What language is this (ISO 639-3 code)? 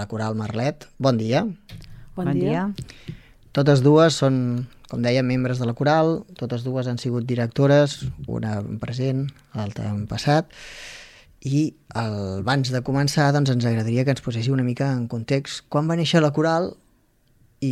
cat